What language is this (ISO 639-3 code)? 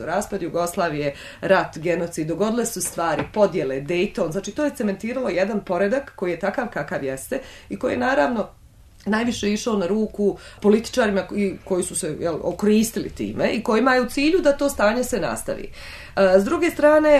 bos